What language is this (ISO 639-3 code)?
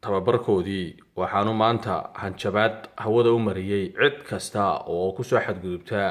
som